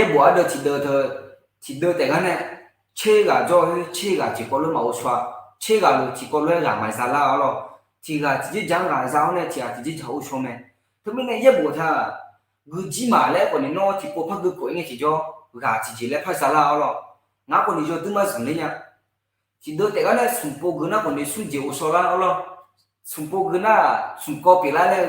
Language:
Akha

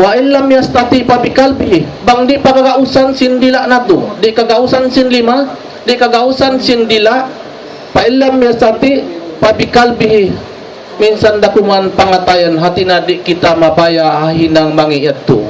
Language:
Tausug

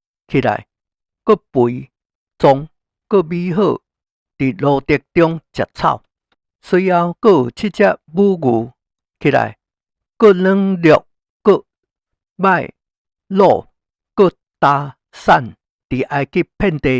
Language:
Min Nan Chinese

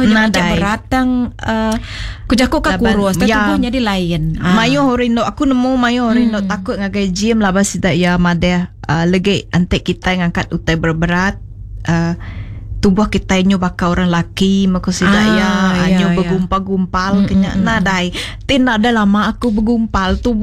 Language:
Iban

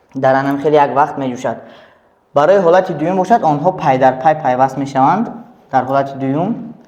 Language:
Tajik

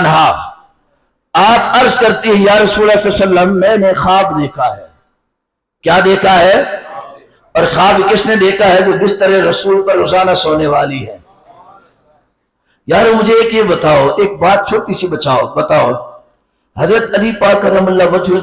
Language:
Urdu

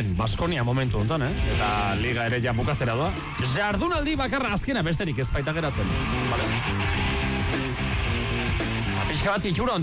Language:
Basque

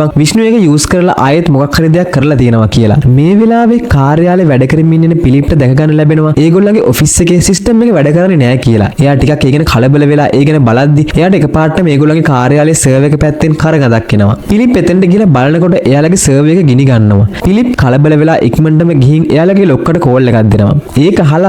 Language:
Sinhala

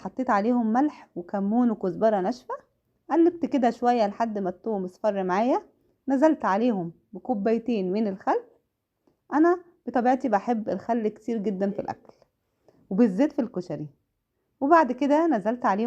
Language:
Egyptian Arabic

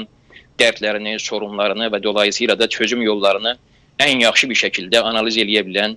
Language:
South Azerbaijani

